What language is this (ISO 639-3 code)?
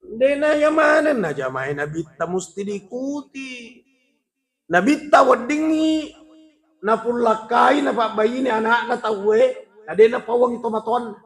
bug